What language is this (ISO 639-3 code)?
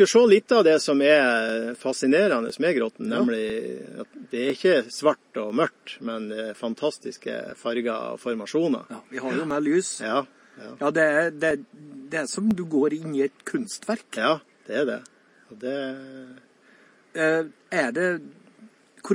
nor